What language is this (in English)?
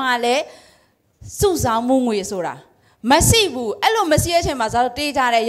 Burmese